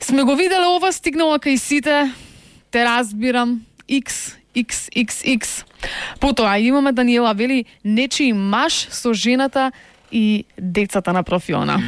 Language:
Macedonian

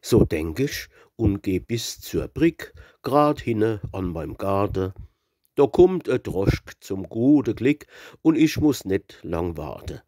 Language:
Palatine German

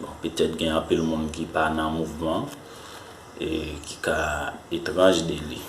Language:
Haitian Creole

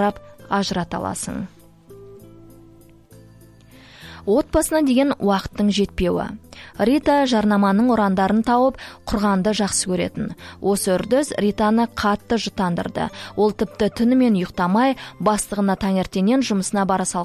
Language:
Kazakh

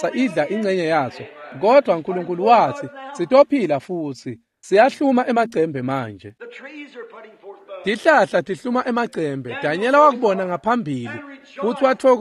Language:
Swati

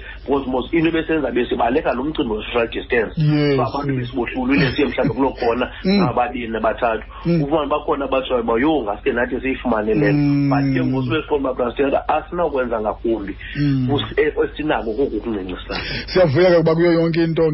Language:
Xhosa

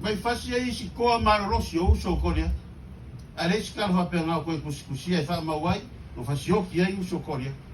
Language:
Samoan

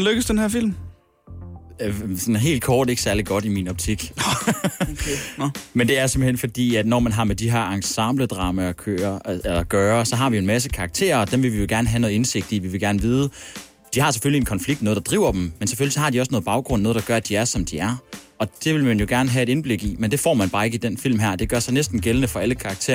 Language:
Danish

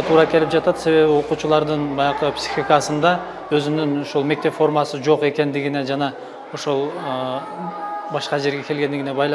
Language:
Kyrgyz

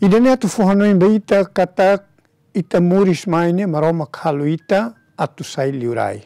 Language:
Tetum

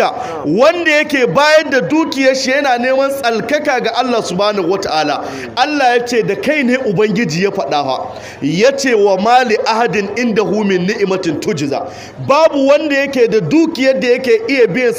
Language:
Hausa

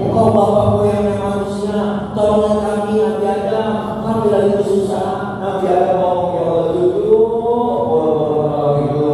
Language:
Betawi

